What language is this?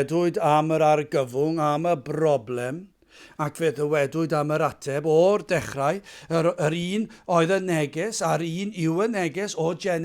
Welsh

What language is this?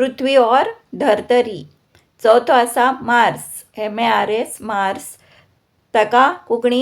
Konkani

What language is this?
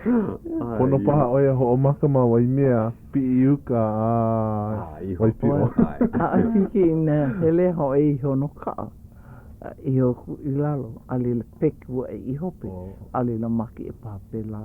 Hawaiian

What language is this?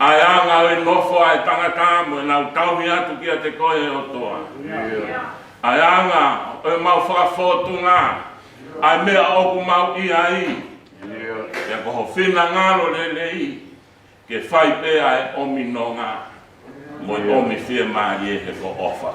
Tongan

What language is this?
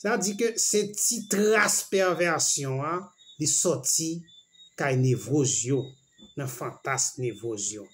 Haitian Creole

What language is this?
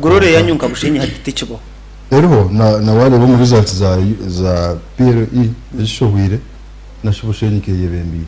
Nyankole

